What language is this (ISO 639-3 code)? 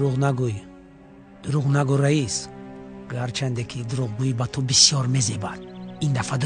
tgk